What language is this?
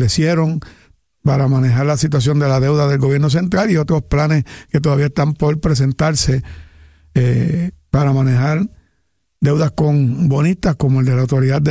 Spanish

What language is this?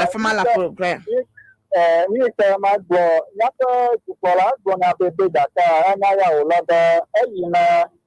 Ewe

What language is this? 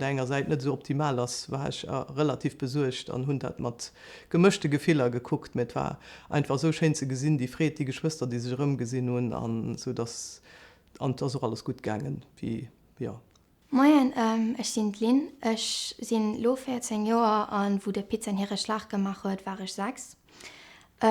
Luxembourgish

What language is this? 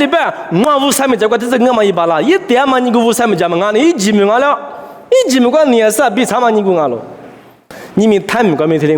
Lisu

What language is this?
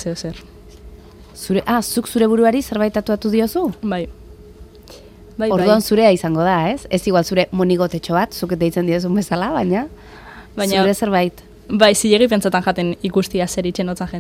Basque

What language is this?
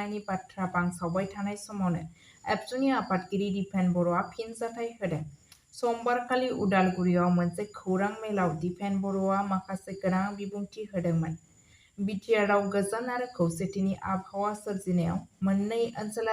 Bodo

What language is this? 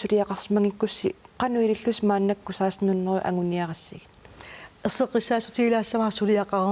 Kalaallisut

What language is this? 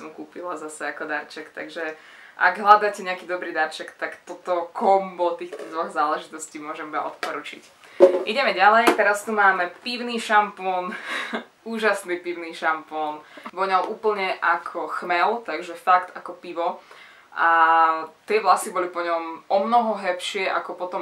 Slovak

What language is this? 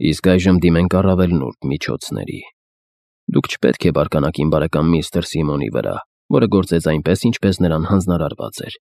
Armenian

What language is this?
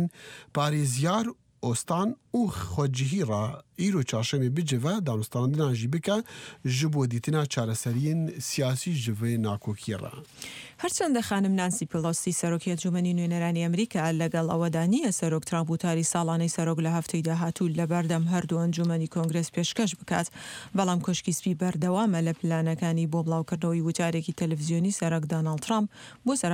Central Kurdish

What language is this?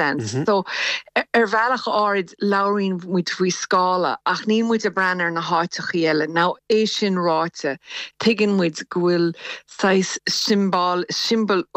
Irish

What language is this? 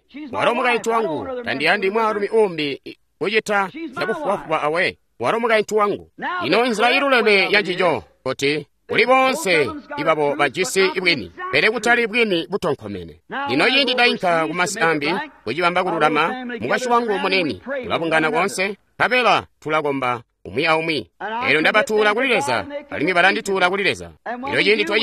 Tonga (Zambia)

